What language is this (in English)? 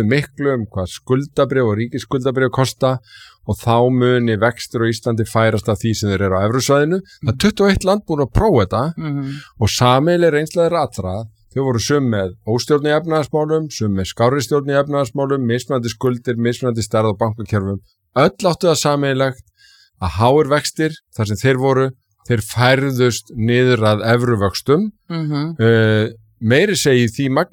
Icelandic